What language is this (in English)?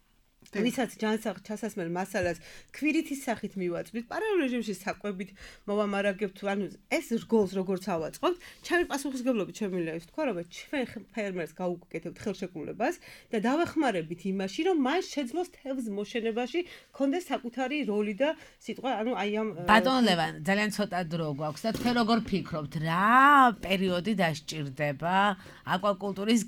Georgian